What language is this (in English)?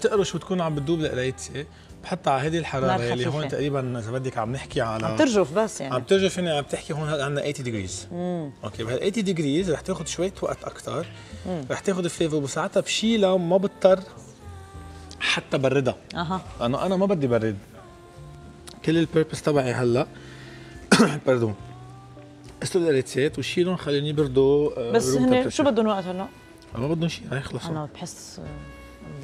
North Levantine Arabic